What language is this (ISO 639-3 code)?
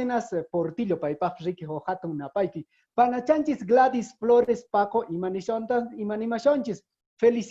que